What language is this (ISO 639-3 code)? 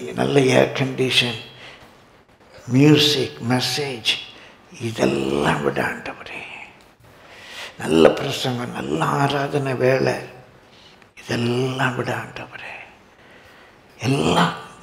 tam